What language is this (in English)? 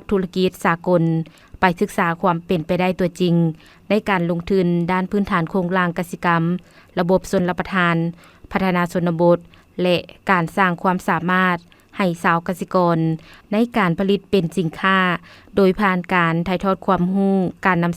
Lao